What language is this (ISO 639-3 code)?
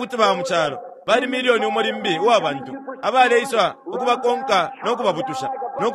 bem